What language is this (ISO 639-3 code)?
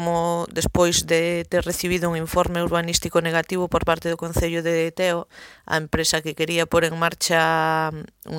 glg